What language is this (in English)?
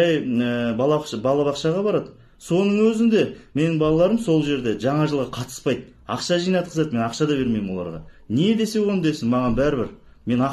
Kazakh